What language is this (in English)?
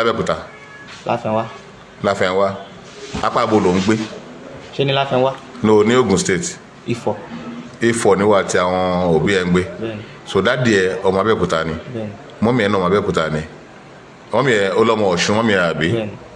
Yoruba